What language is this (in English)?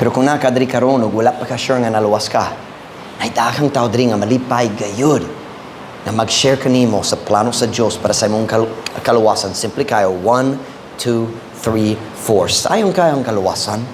Cebuano